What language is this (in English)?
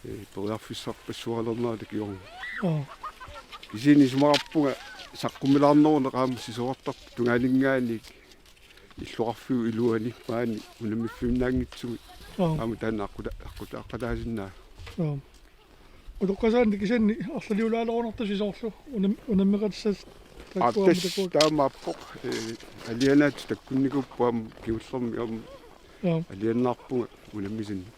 Kalaallisut